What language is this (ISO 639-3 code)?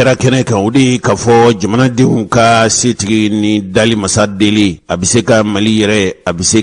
bam